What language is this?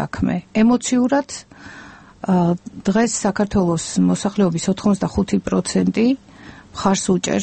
Georgian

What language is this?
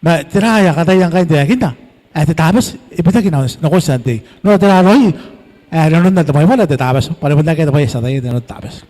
Gilbertese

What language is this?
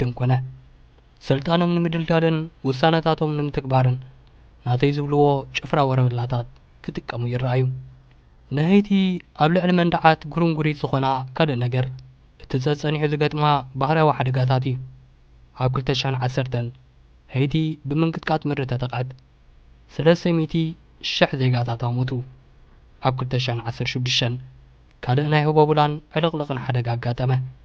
Tigrinya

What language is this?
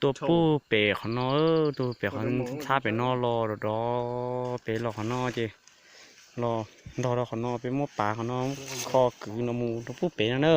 Hmong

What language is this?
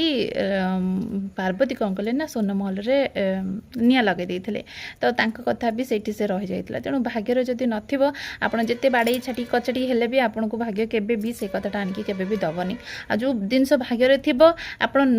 Odia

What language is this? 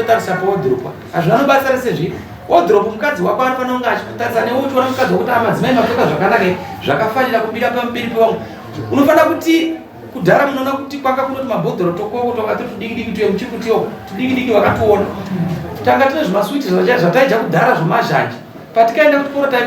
Shona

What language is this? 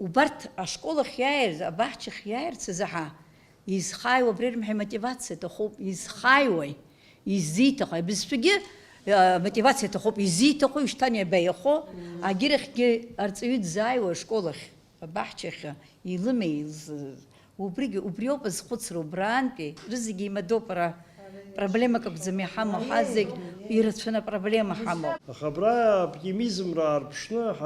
Abkhazian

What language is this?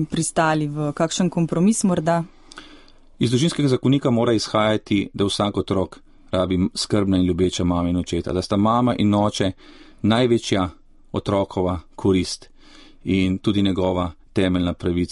Slovenian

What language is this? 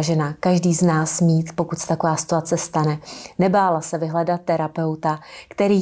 Czech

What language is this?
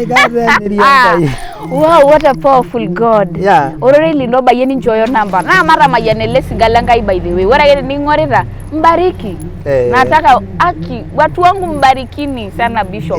Masai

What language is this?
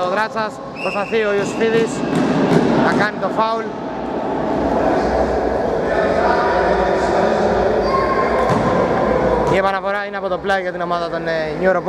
Greek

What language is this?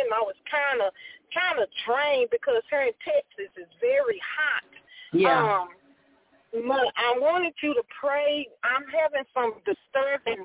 English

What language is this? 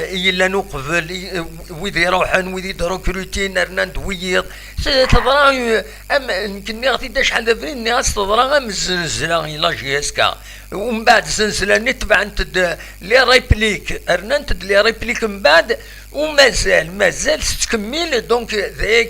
Kabyle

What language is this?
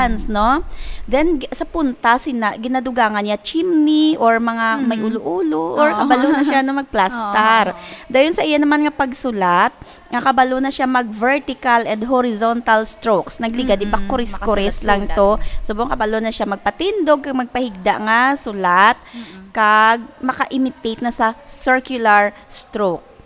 Hiligaynon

